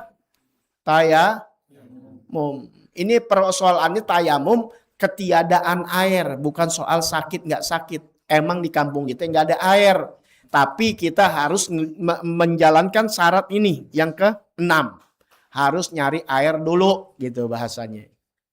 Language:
Betawi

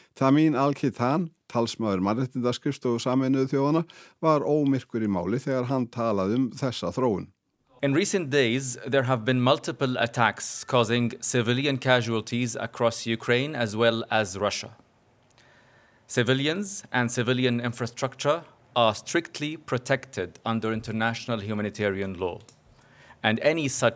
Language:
Icelandic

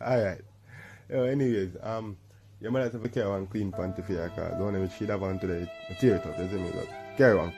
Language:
Jamaican Creole English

